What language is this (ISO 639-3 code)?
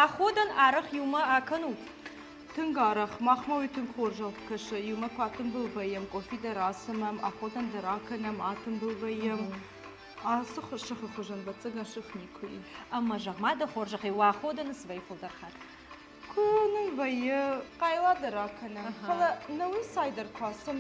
oss